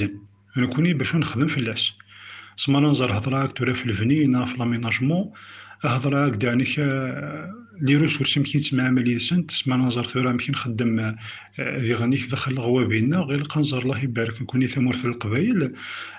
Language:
Kabyle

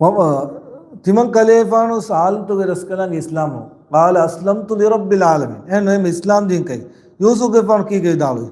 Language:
Divehi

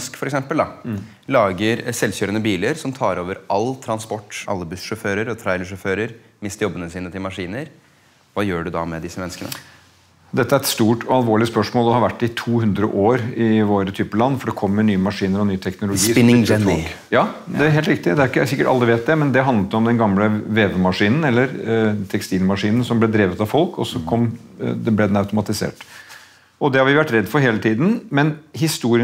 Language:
Norwegian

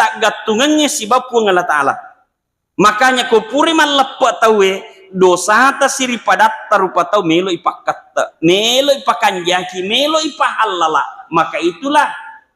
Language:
Buginese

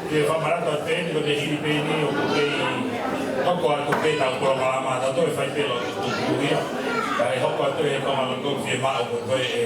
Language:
Tongan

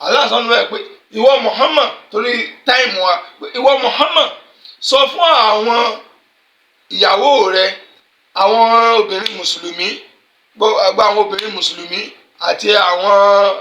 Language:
Yoruba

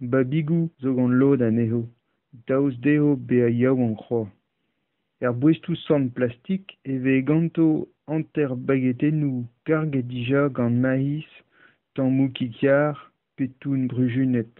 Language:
Breton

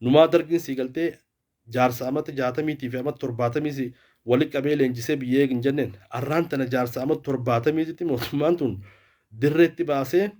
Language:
Oromo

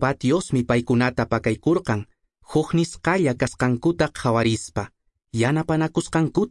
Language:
Quechua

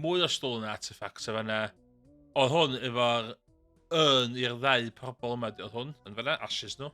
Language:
Welsh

